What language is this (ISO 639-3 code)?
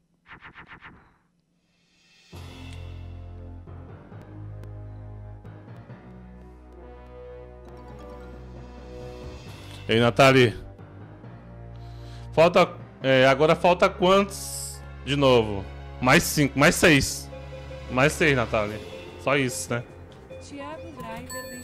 por